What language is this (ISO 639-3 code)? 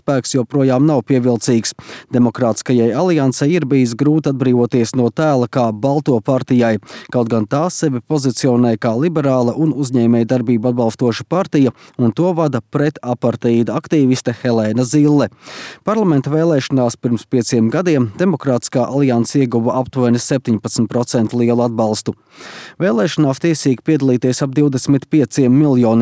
lav